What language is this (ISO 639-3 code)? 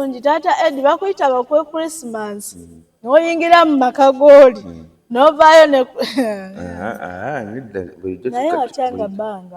lug